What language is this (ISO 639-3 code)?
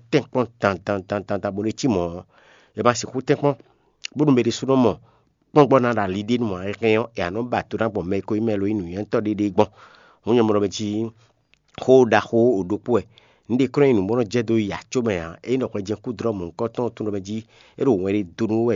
fon